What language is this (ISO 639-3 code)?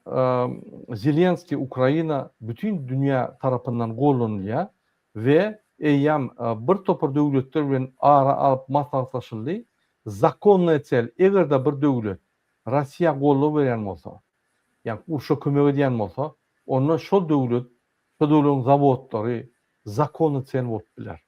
tuk